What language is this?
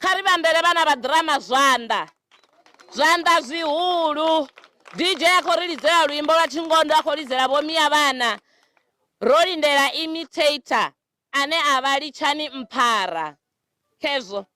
Venda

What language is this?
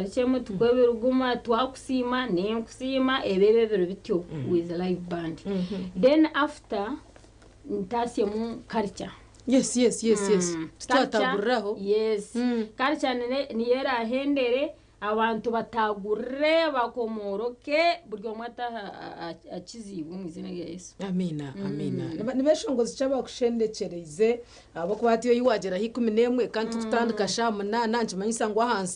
Nyankole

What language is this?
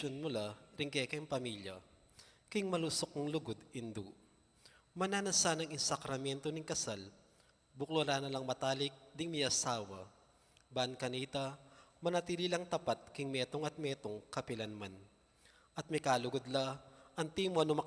Pampanga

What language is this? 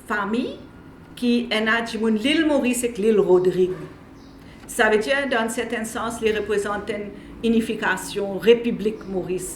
Morisyen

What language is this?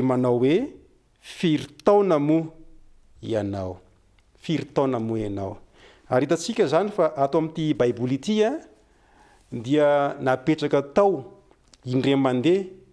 Malagasy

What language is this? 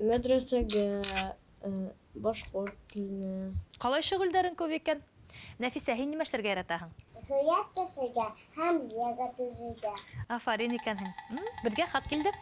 Bashkir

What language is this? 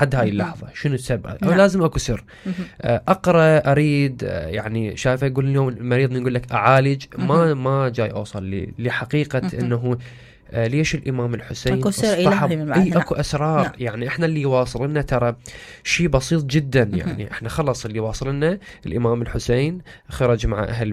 Mesopotamian Arabic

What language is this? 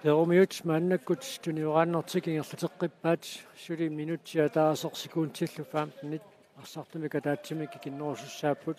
Kalaallisut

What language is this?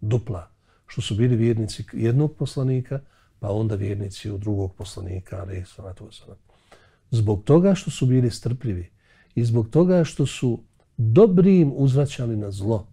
Bosnian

